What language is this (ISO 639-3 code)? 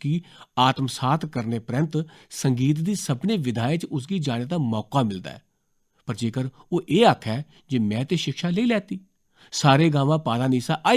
doi